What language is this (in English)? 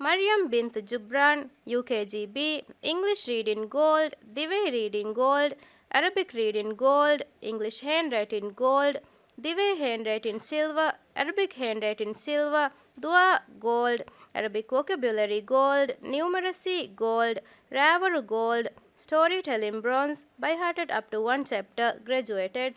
Divehi